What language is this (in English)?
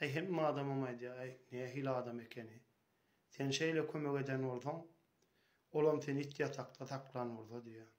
Turkmen